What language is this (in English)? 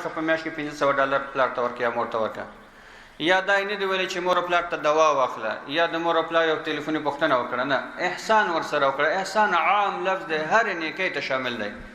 Pashto